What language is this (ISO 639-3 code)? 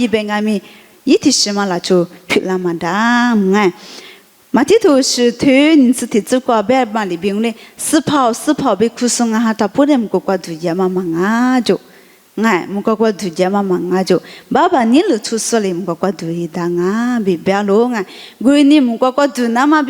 lis